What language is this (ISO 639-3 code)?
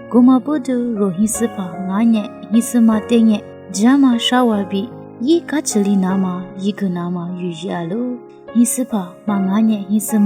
lis